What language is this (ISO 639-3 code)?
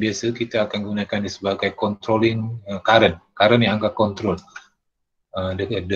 msa